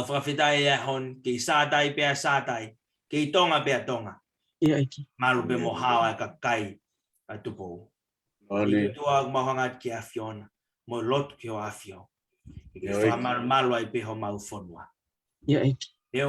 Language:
Tongan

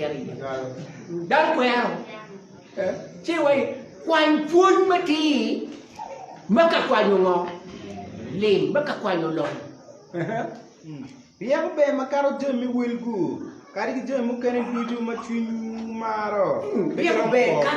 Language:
Acoli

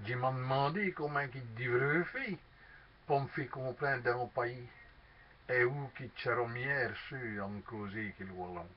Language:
Walloon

